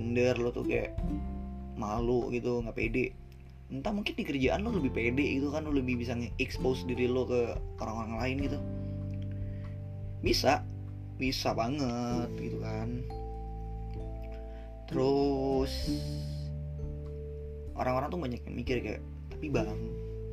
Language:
Indonesian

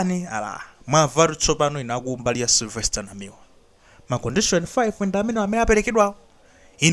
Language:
Nyanja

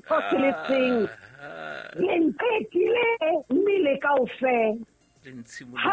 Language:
Southern Sotho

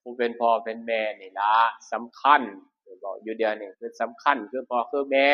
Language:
Northeastern Thai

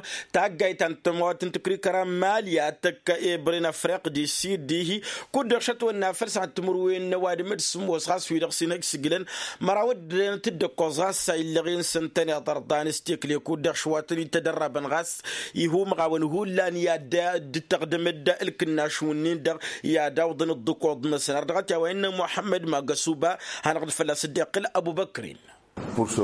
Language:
Tamasheq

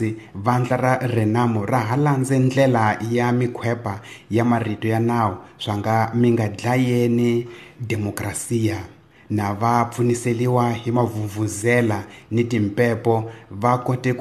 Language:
Tsonga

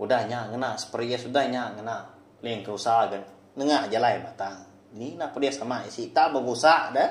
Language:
Iban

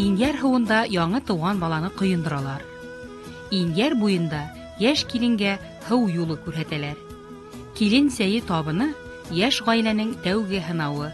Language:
Bashkir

